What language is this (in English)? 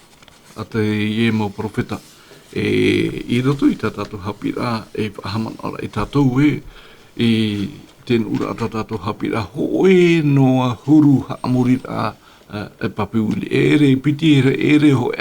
Tahitian